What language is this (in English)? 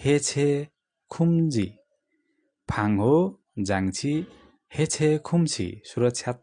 Nepali